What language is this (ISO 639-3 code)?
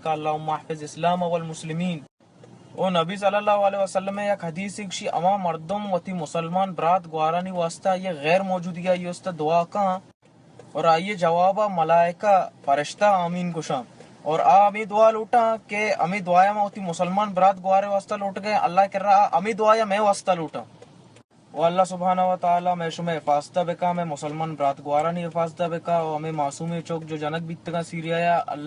bal